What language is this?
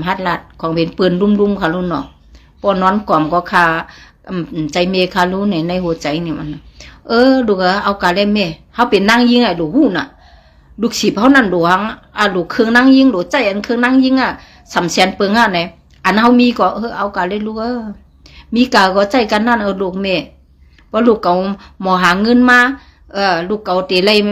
Shan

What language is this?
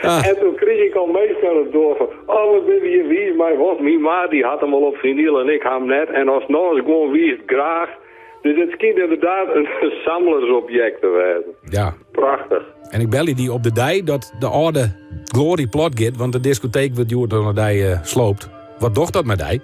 Western Frisian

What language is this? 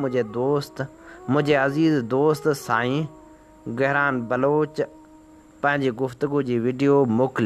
Sindhi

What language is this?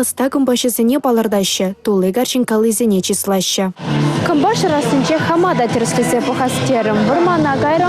Chuvash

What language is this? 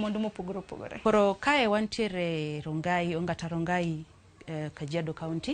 Luo (Kenya and Tanzania)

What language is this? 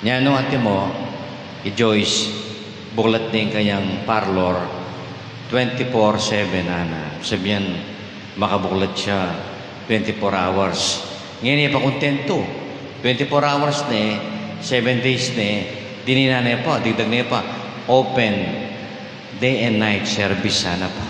Pampanga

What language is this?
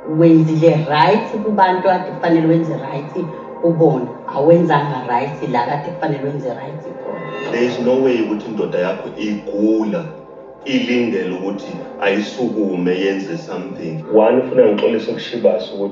Zulu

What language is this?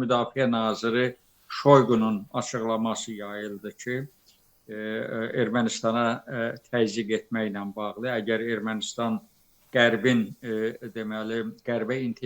Azerbaijani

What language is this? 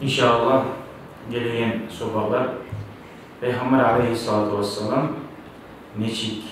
Kumyk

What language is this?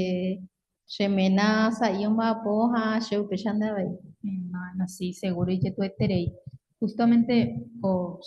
Guarani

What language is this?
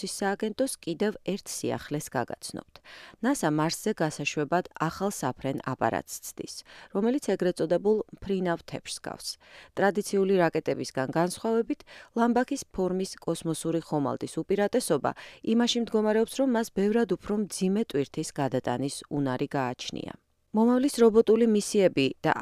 Georgian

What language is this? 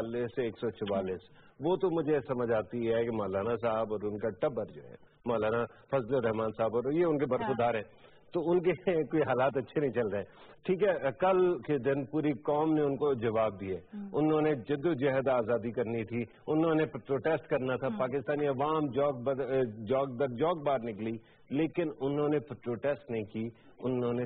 Urdu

